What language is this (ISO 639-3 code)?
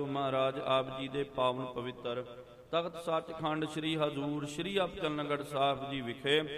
pan